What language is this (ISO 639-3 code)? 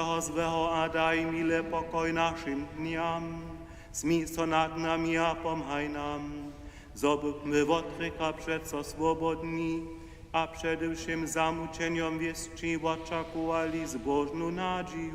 hsb